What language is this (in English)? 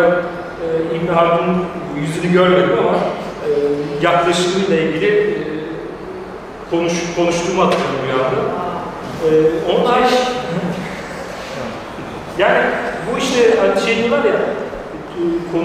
Turkish